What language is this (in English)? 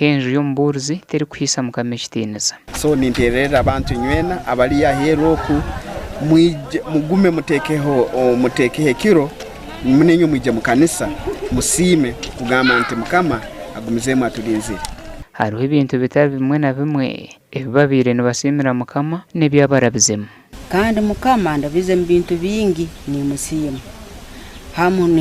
Nyankole